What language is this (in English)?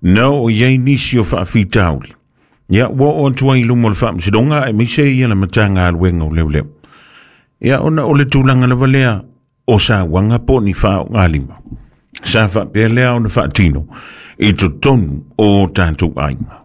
Samoan